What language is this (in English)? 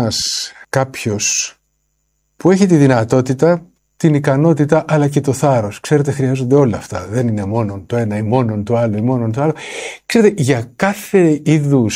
Greek